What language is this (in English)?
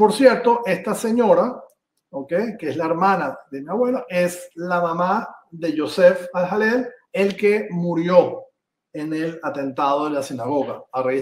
Ladino